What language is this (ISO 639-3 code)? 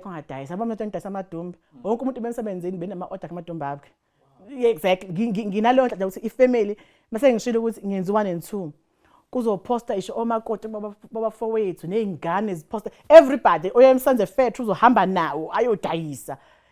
zul